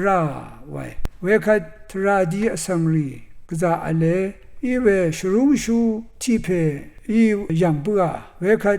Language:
Rawang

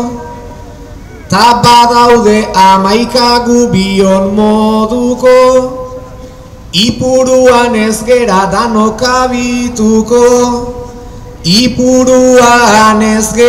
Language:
Basque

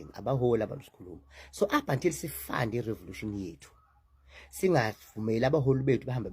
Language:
Zulu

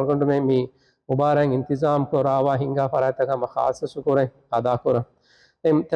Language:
Divehi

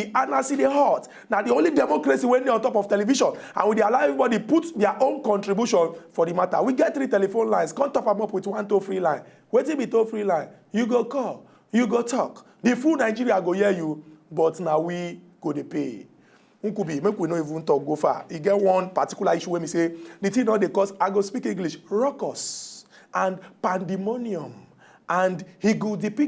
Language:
Nigerian Pidgin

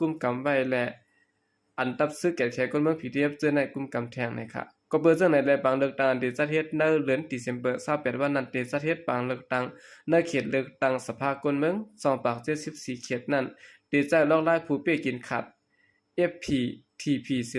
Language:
Shan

